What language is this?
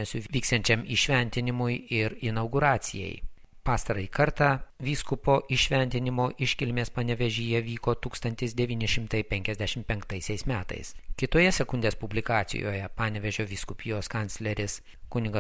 Lithuanian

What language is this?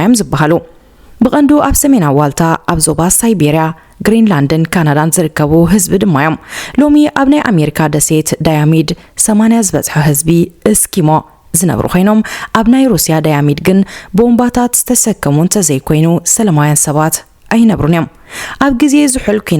Tigrinya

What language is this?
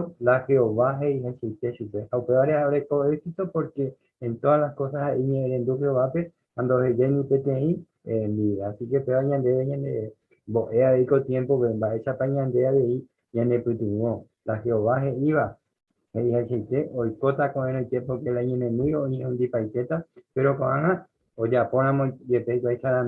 Guarani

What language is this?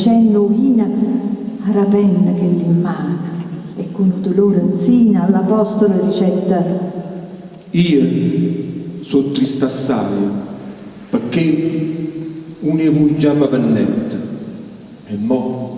Neapolitan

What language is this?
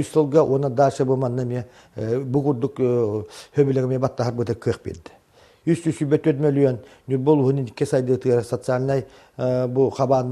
Yakut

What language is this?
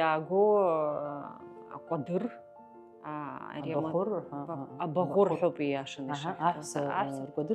Abkhazian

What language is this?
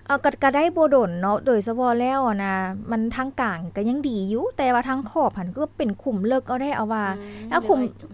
Lao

